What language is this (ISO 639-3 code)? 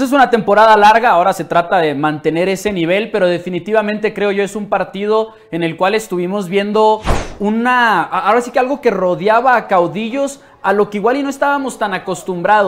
spa